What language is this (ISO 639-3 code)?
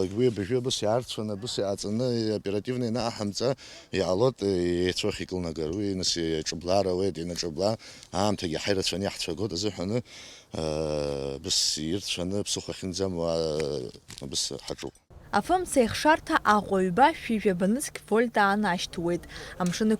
abk